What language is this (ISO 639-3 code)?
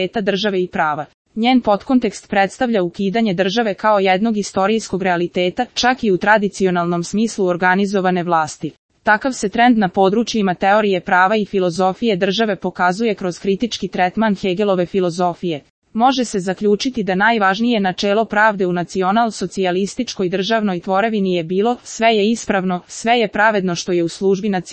srp